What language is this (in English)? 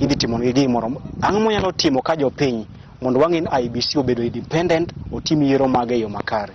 Luo (Kenya and Tanzania)